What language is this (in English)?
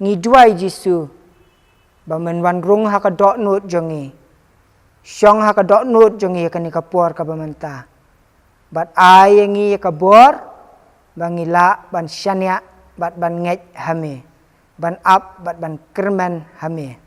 Khasi